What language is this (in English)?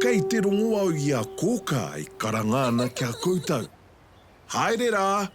Māori